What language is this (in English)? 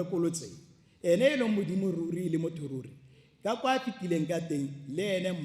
Tswana